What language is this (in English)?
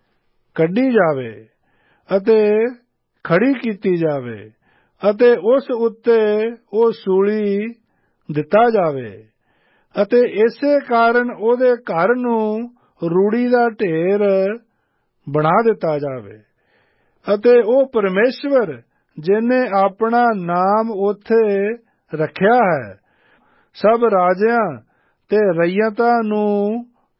Punjabi